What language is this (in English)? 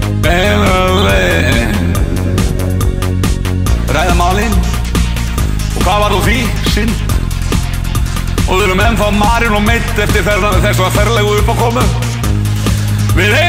Icelandic